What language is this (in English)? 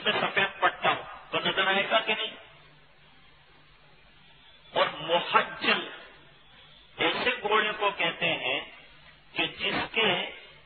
Urdu